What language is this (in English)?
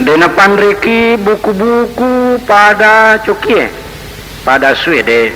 Buginese